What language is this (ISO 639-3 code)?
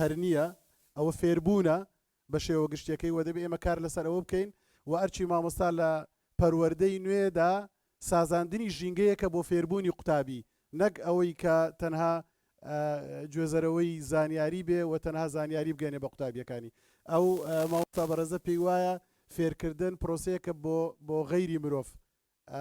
ckb